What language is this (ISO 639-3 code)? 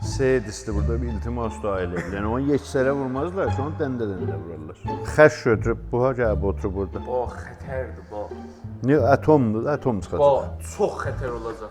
azb